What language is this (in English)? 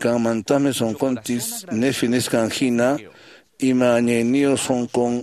Quechua